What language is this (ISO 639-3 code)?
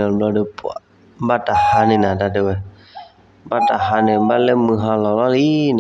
ksw